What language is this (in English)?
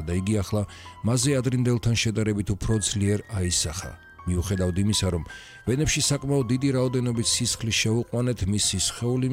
Georgian